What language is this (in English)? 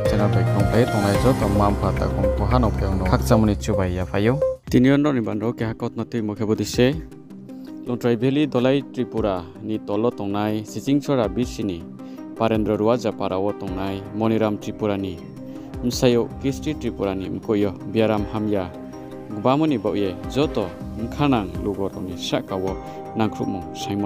Riang (India)